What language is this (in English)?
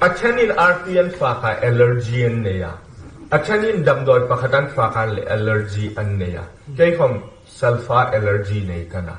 Hmar